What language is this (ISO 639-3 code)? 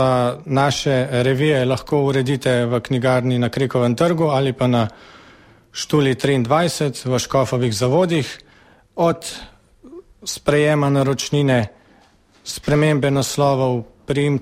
slv